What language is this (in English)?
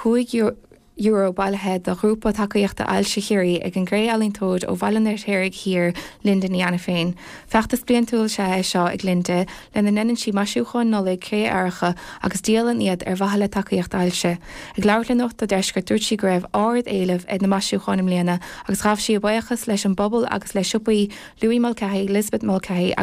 Irish